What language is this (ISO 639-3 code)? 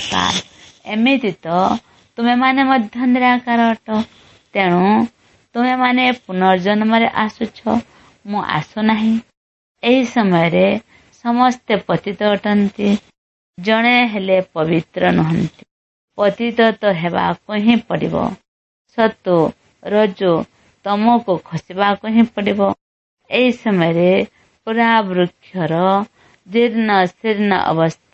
ori